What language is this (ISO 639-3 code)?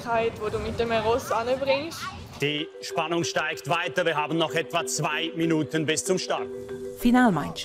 roh